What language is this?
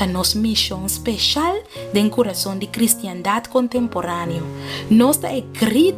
Papiamento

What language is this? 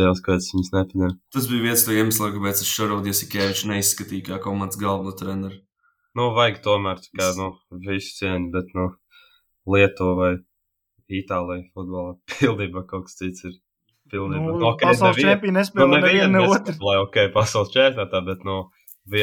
Latvian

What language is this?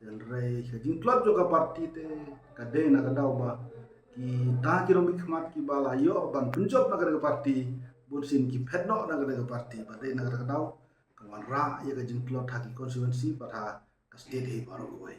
Khasi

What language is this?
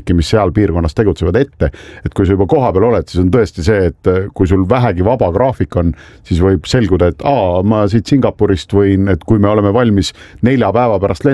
Estonian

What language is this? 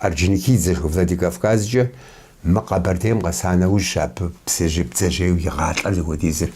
Kabardian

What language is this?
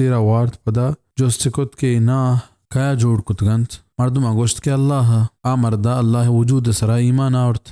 Baluchi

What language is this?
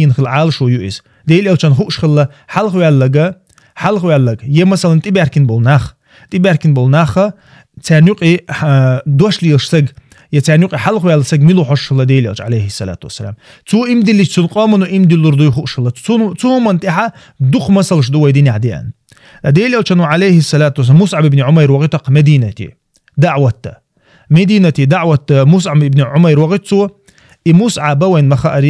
Chechen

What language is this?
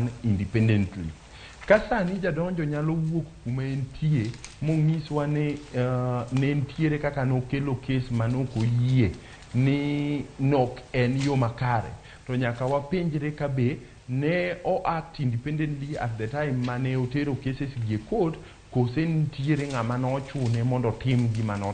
Luo (Kenya and Tanzania)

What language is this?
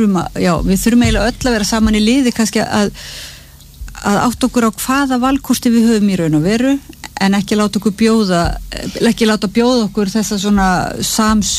Icelandic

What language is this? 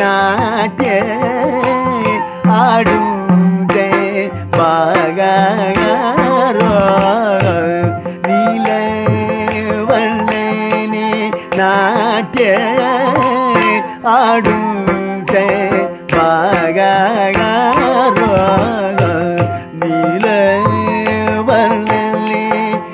Kannada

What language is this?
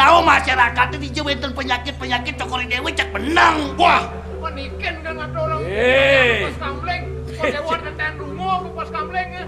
Balinese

